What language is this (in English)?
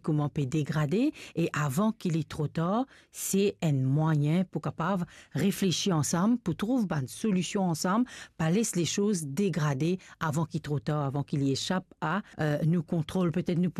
Morisyen